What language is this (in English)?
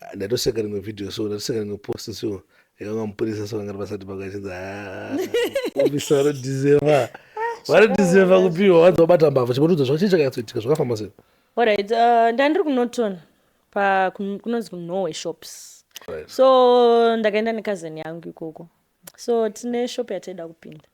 Shona